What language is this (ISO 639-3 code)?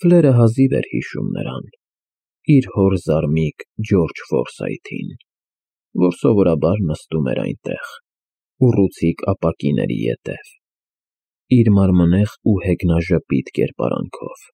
hye